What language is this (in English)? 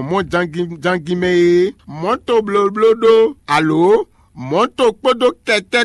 Fon